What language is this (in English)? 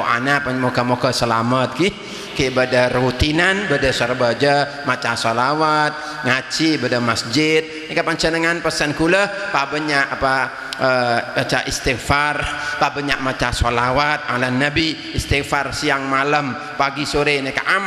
Madurese